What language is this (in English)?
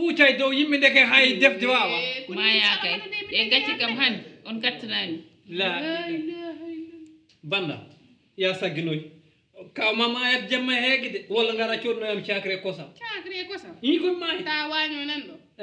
Fula